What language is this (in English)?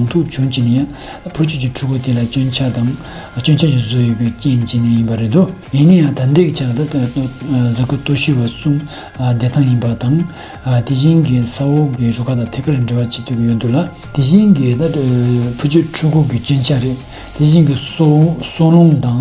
Tibetan